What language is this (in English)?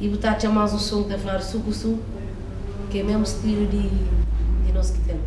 Kabuverdianu